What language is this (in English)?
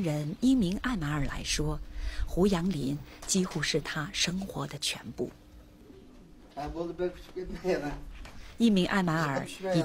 Chinese